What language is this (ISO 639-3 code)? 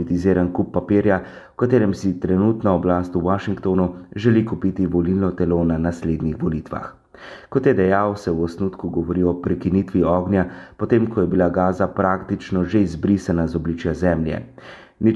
slv